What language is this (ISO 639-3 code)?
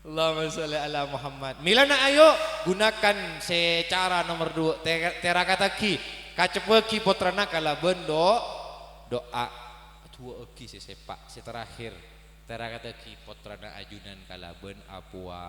mad